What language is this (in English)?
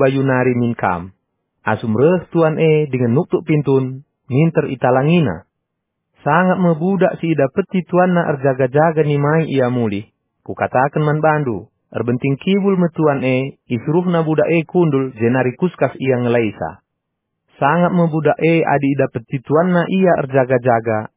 Batak Karo